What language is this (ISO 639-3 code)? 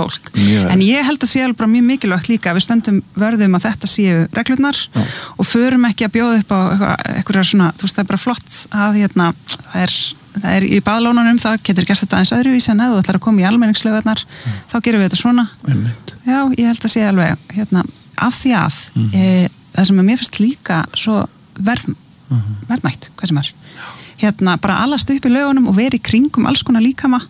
isl